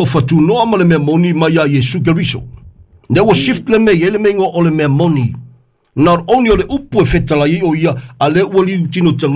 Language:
Samoan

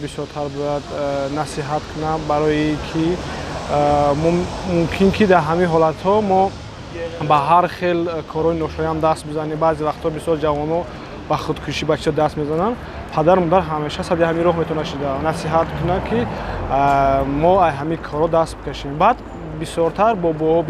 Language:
Tajik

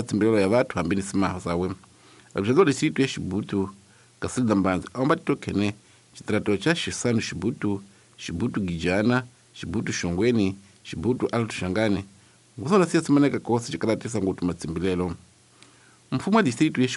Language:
Tsonga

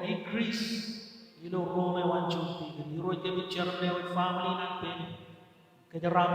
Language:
Marshallese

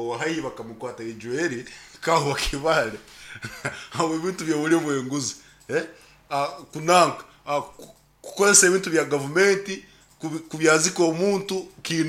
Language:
Nyankole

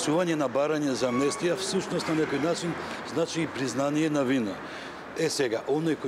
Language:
Macedonian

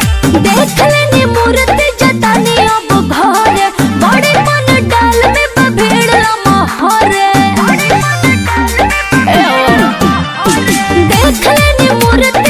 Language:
Bhojpuri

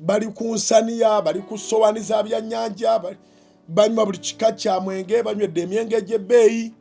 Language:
Ganda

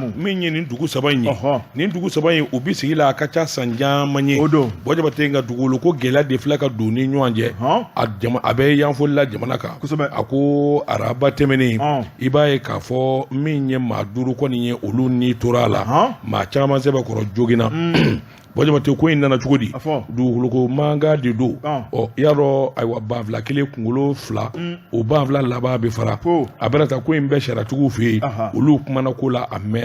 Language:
Bambara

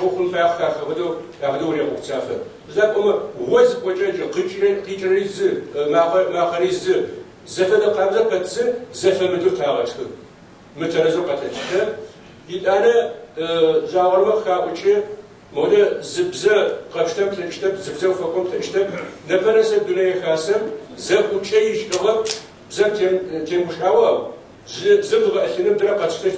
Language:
Kabardian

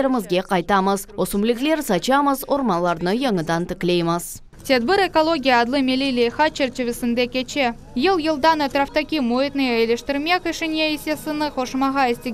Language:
Crimean Tatar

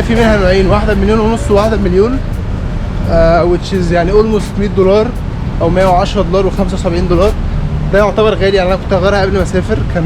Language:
Egyptian Arabic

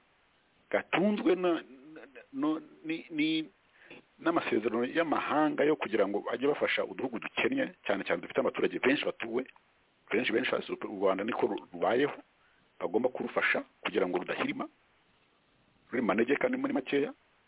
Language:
Kinyarwanda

